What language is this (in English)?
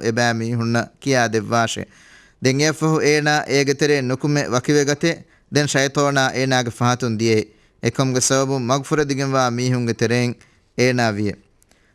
Divehi